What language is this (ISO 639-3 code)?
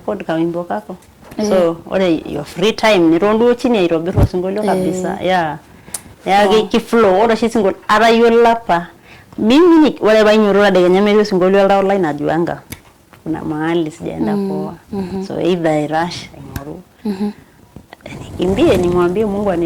mas